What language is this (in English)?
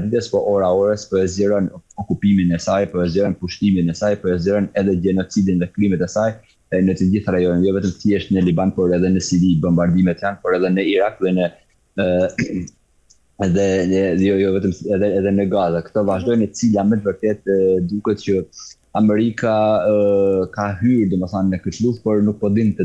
Albanian